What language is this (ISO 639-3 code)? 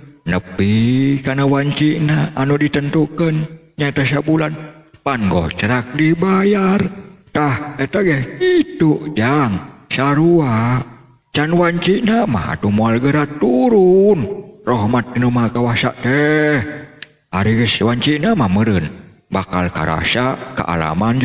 sun